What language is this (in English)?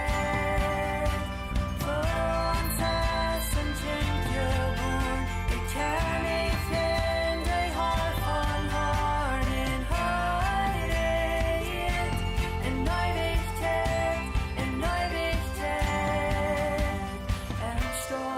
Plautdietsch